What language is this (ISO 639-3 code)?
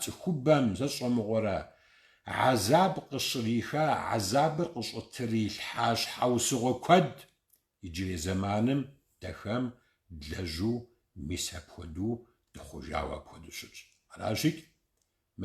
kbd